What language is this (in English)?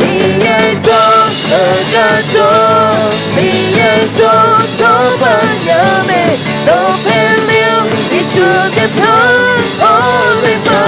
Akha